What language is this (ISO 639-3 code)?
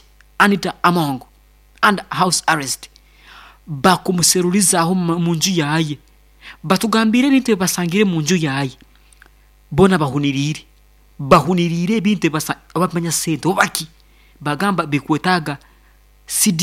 nyn